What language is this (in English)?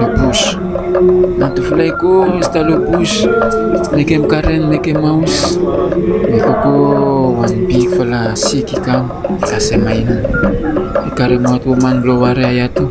Bislama